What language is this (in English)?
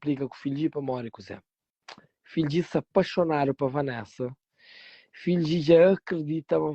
Kabuverdianu